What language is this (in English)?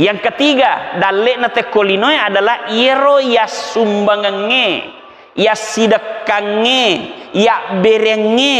Buginese